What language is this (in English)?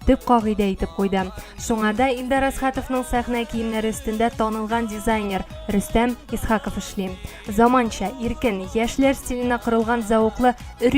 Tatar